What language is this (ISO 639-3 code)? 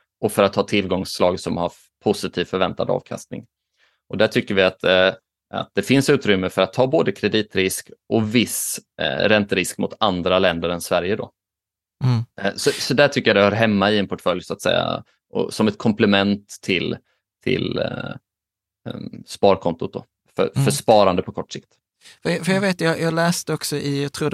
swe